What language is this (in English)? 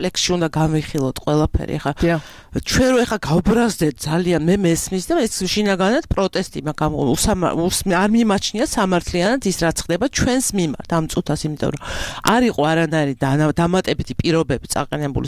Georgian